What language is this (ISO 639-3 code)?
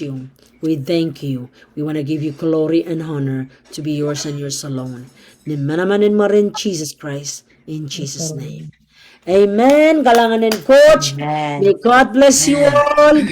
pon